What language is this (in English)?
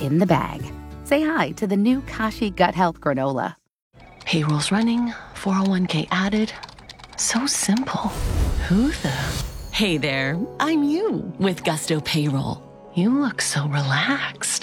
English